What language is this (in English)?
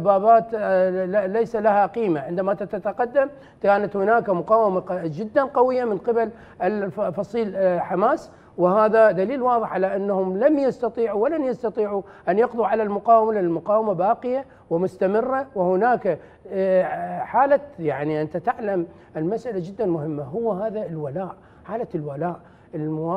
Arabic